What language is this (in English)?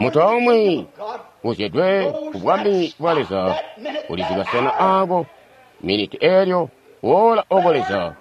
Tonga (Zambia)